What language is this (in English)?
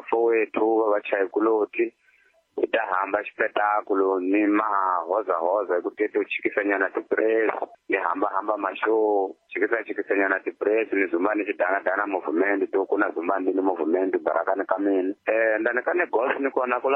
Tsonga